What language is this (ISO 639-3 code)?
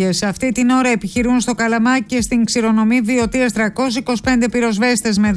ell